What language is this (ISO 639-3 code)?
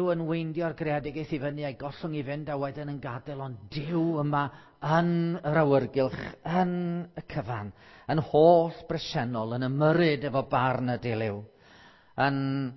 cym